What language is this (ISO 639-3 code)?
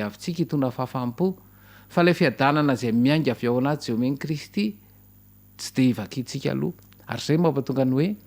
mlg